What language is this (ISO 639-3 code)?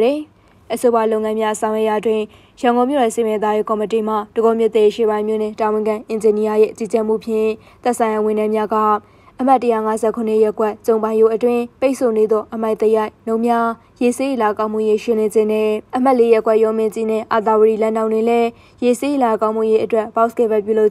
mya